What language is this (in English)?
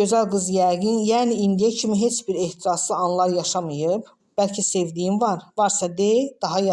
Azerbaijani